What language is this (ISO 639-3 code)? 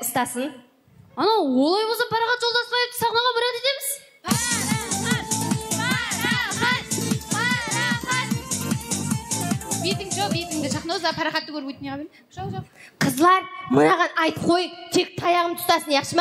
kaa